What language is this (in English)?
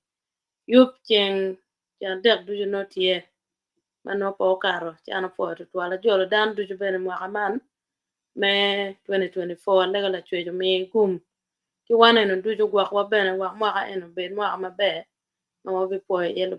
Acoli